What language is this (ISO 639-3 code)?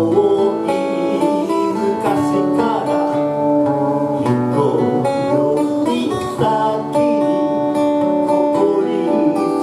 jpn